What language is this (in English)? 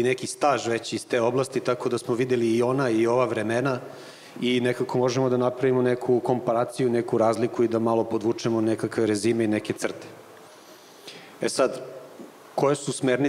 Serbian